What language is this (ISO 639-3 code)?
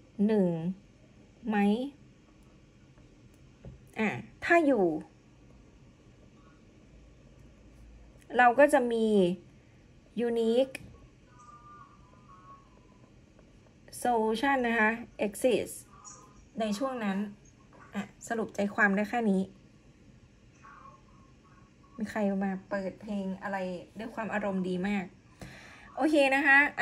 tha